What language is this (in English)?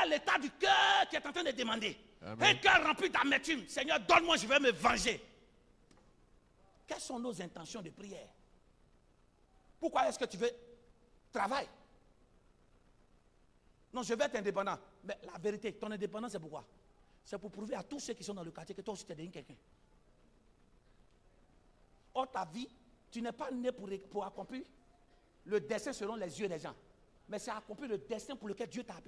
French